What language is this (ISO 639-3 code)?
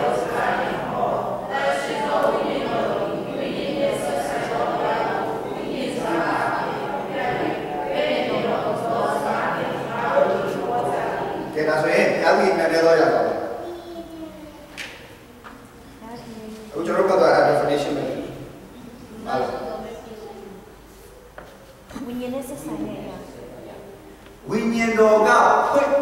mya